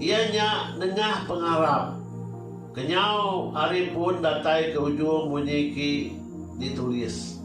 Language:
Iban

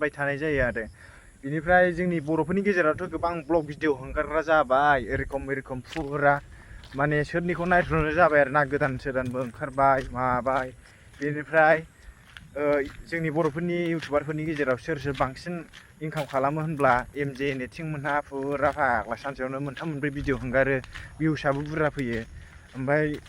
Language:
Bodo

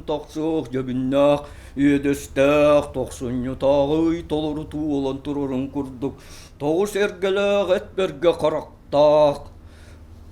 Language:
Yakut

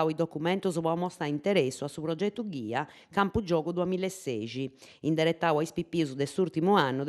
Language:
Sardinian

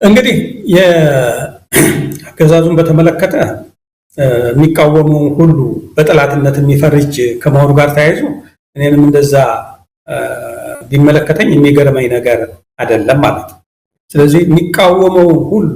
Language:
Amharic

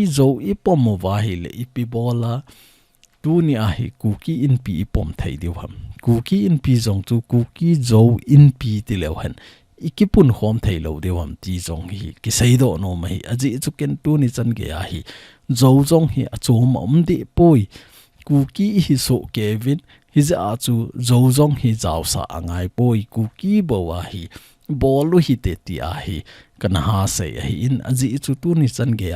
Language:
Thado Chin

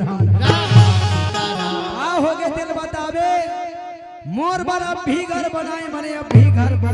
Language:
Chhattisgarhi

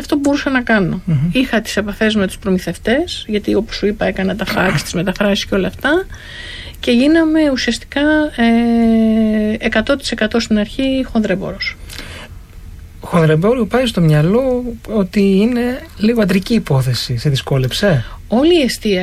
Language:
Greek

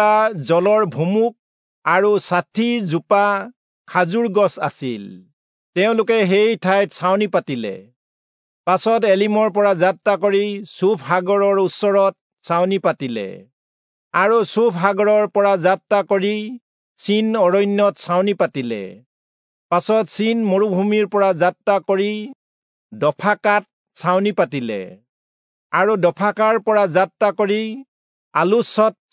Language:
Assamese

